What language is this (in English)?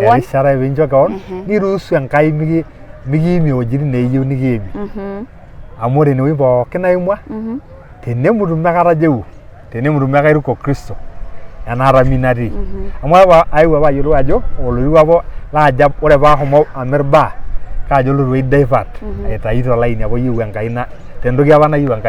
Masai